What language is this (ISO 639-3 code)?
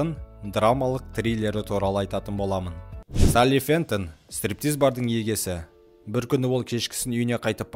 kaz